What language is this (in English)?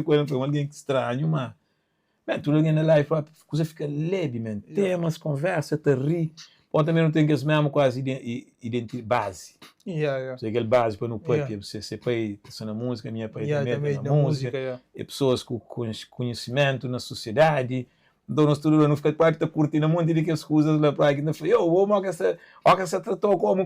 Kabuverdianu